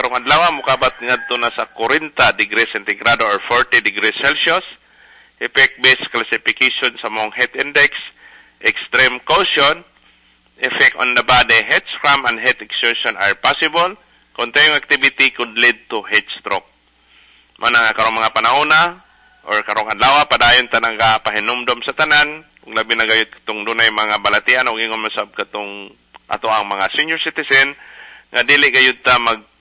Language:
Cebuano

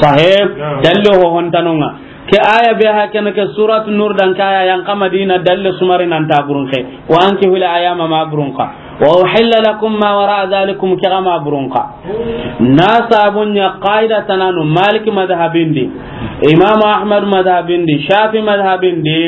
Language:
Soninke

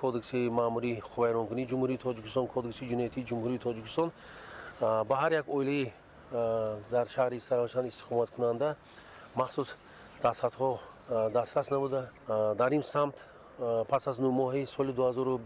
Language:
Tajik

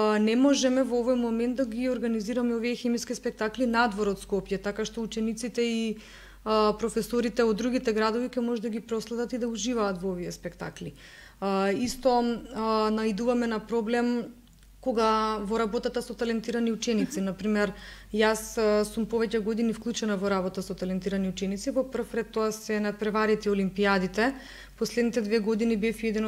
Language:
Macedonian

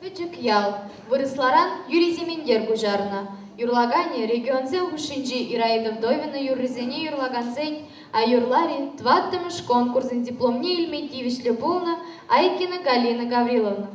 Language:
Chuvash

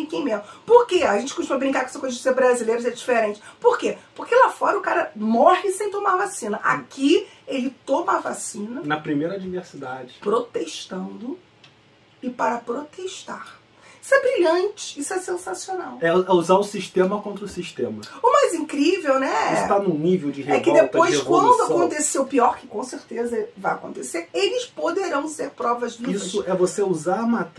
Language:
Portuguese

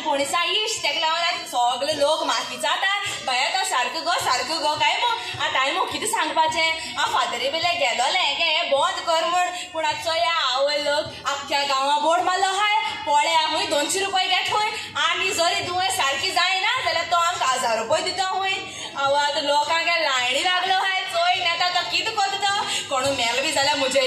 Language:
Konkani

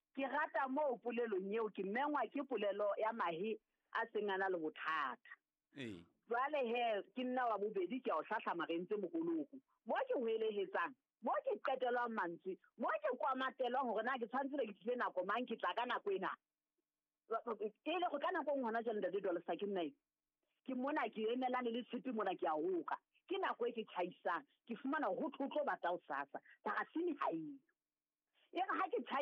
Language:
Southern Sotho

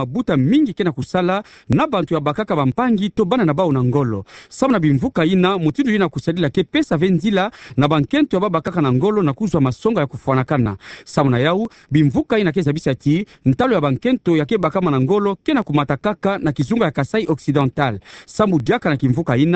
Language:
Kituba (Democratic Republic of Congo)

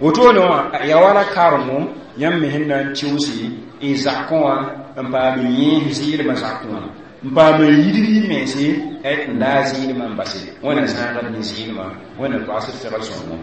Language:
Mossi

